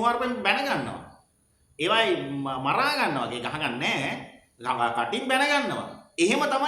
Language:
Sinhala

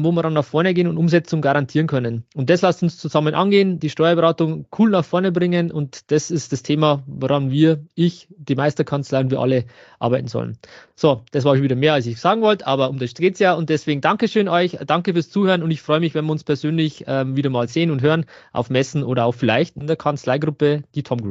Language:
German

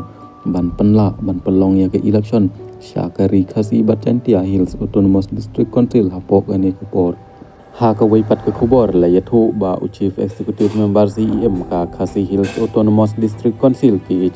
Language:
Khasi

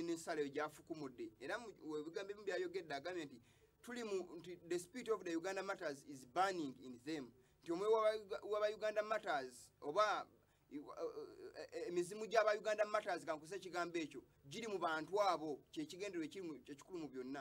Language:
Ganda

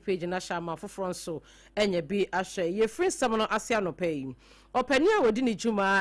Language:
Akan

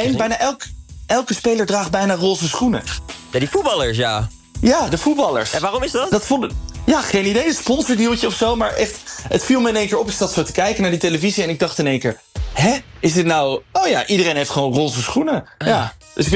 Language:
Dutch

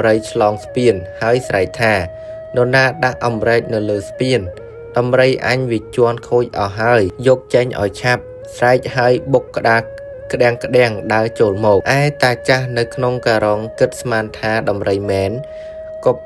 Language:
Khmer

